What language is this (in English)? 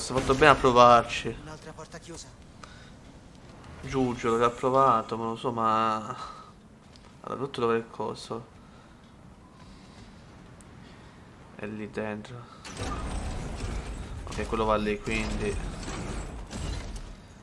Italian